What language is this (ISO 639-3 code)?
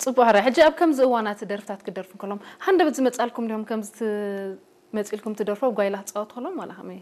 tir